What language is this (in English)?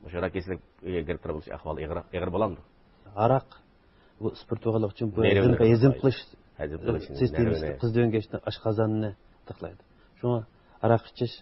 Uyghur